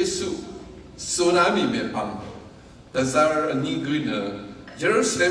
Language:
Rawang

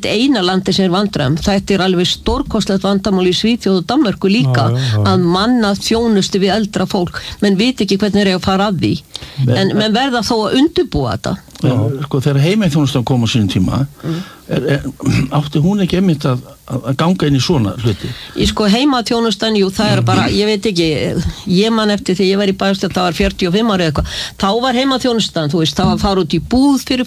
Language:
Icelandic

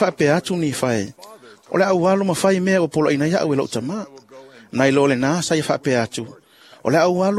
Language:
Samoan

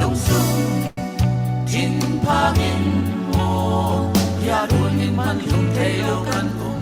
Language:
Falam Chin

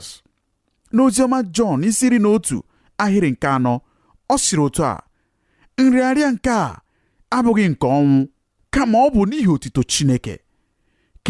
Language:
Igbo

